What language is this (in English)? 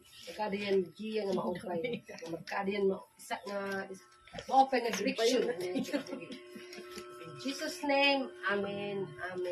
Waray